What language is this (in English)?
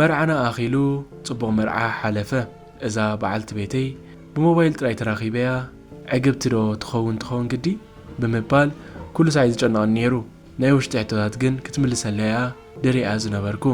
Tigrinya